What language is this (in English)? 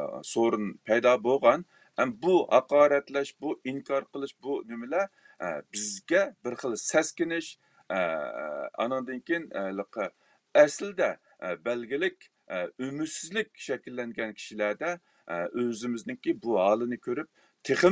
Uyghur